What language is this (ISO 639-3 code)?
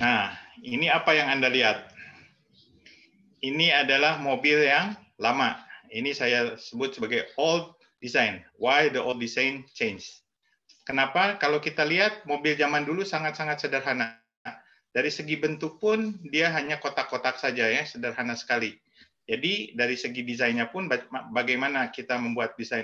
ind